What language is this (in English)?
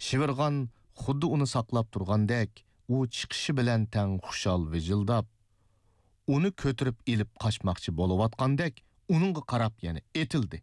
Uyghur